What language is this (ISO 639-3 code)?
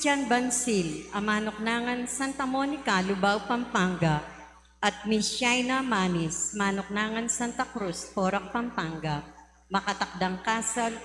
pam